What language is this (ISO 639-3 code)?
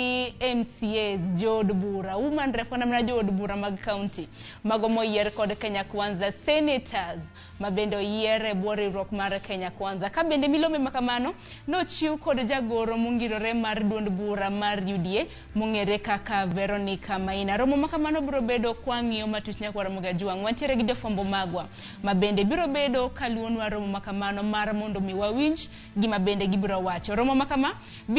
luo